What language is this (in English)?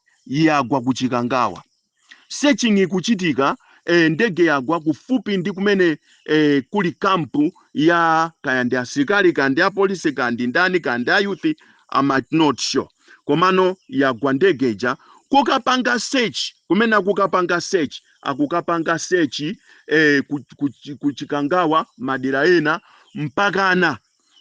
Nyanja